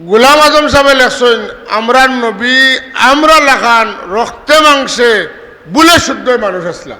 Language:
Sylheti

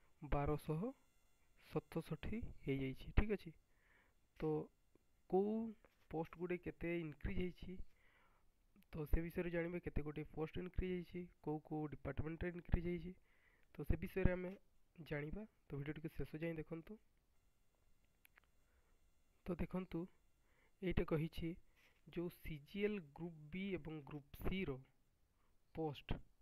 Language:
Odia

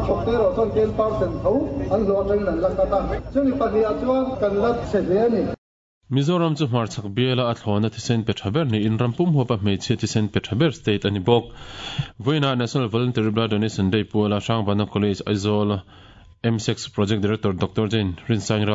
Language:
Mizo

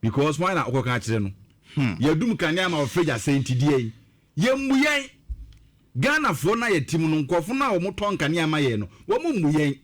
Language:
Akan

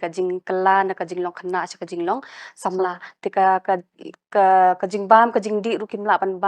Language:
Khasi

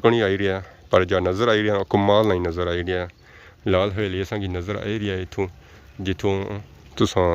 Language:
Pahari-Potwari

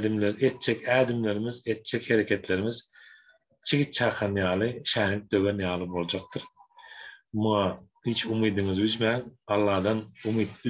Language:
Turkmen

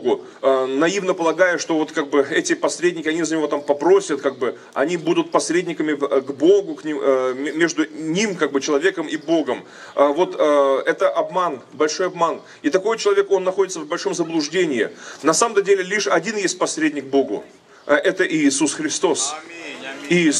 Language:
Russian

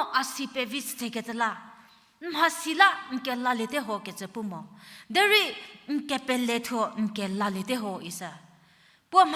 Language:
Angami Naga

